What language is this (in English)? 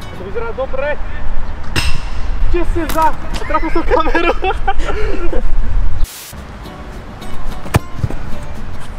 Slovak